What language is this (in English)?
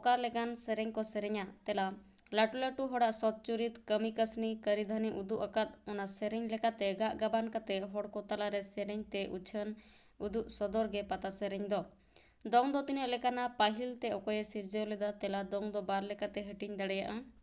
Santali